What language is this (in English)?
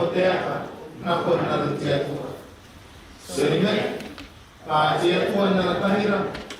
Gilbertese